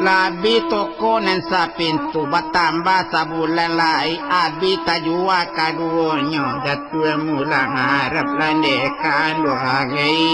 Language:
Minangkabau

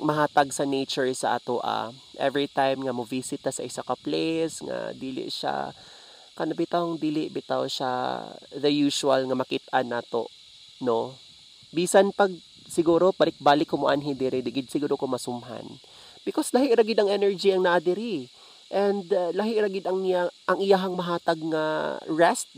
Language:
Cebuano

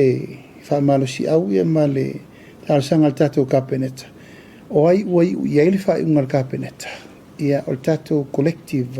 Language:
Samoan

